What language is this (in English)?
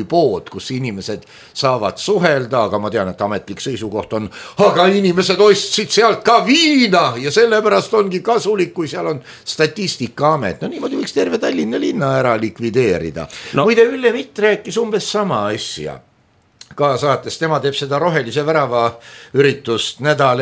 Estonian